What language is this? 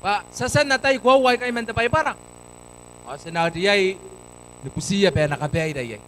Gilbertese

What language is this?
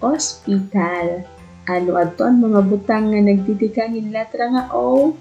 Waray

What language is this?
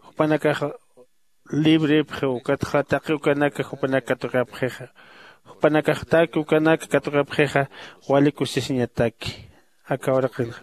Aymara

